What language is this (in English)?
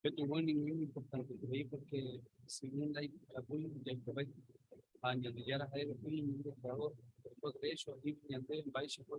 Guarani